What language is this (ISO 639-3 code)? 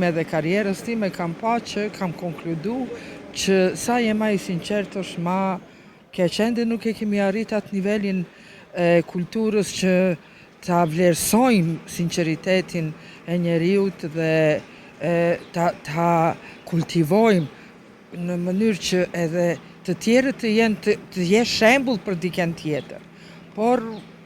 sqi